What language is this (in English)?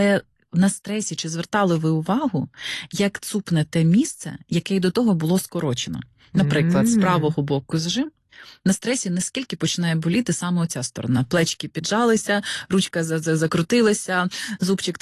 Ukrainian